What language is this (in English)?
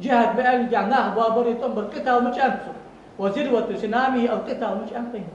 Ingush